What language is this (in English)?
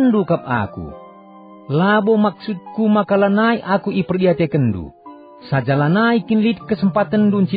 Batak Karo